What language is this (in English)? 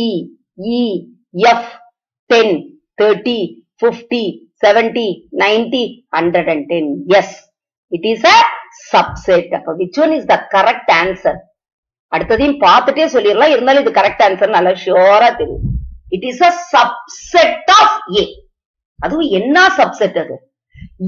Tamil